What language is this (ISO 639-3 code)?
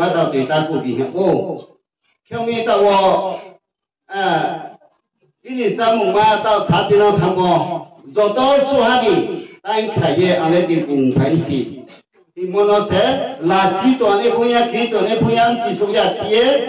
ria